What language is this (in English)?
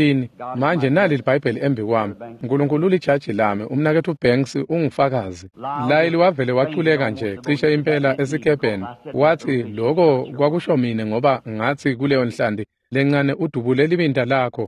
Swati